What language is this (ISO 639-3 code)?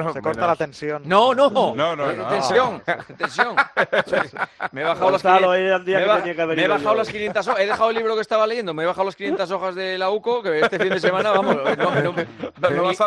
spa